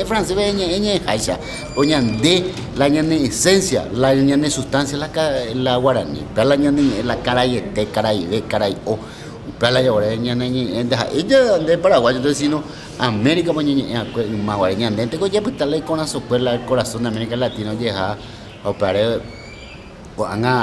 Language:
Guarani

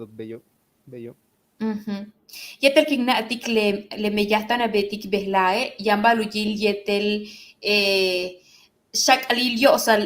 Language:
Yucateco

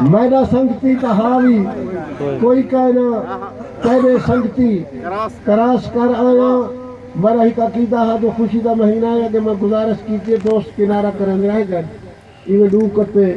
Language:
Saraiki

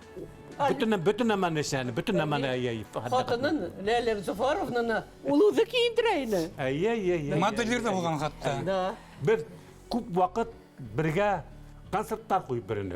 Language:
Bashkir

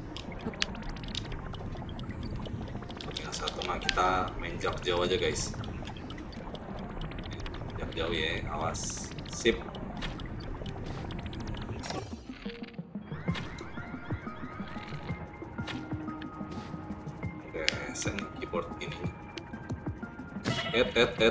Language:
Indonesian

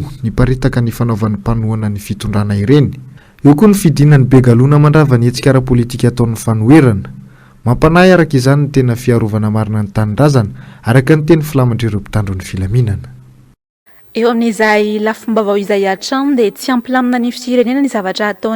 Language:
Malagasy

